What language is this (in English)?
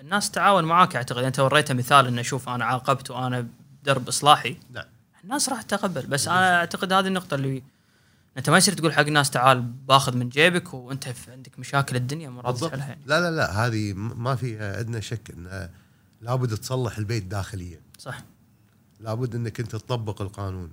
Gulf Arabic